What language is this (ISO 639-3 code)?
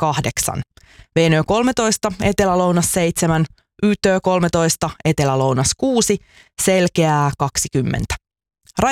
fin